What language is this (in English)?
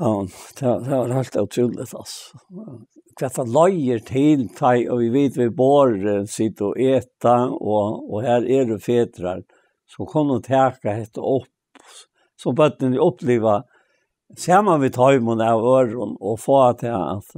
Faroese